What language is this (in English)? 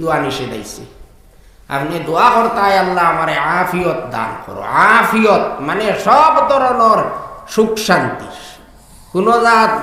Sylheti